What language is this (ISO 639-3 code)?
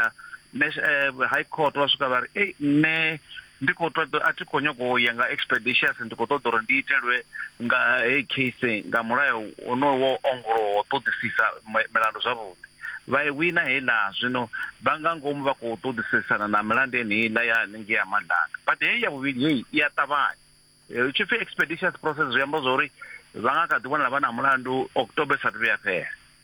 ven